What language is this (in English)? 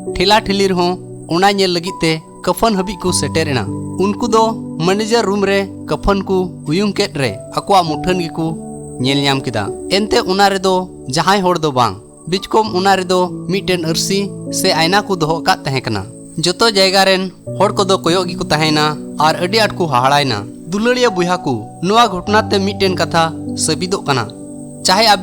Santali